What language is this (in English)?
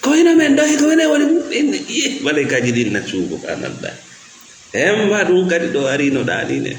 Fula